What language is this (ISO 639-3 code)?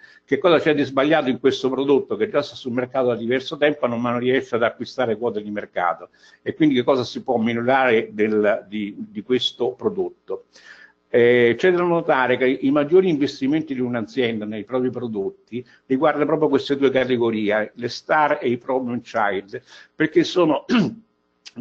ita